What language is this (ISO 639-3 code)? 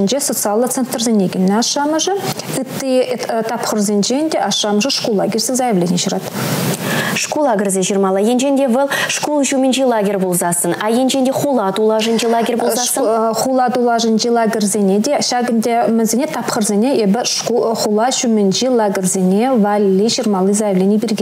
chv